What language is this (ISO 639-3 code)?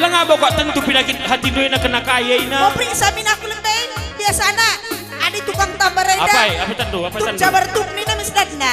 btx